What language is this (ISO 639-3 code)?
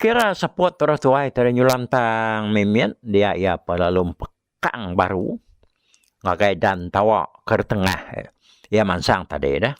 iba